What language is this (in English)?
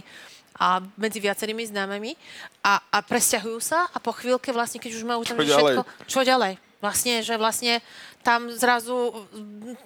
Slovak